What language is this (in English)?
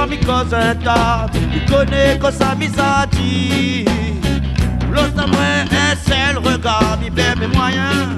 Réunion Creole French